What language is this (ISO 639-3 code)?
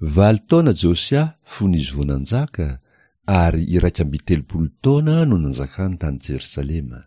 mlg